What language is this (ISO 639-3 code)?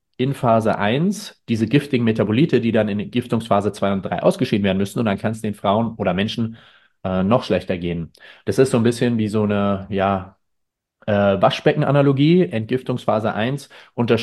deu